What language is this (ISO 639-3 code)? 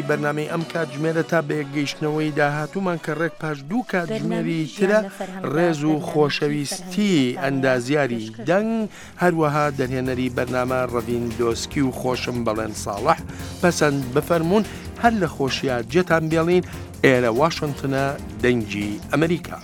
ckb